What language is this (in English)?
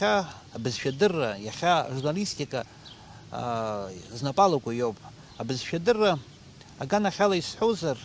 Abkhazian